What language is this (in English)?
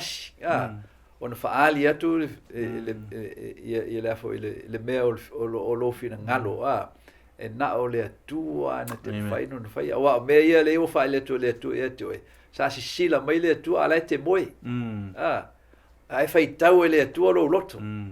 Samoan